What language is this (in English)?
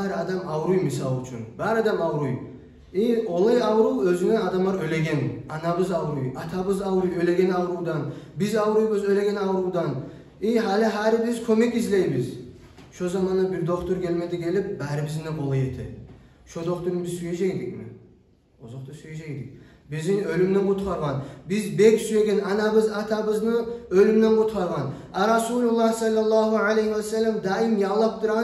Kumyk